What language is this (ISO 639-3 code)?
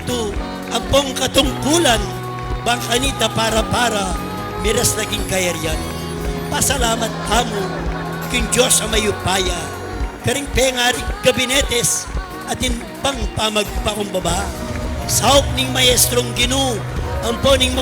pam